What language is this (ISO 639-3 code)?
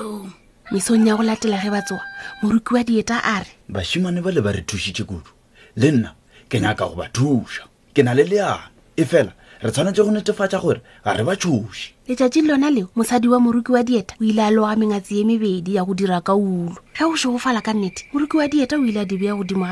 nso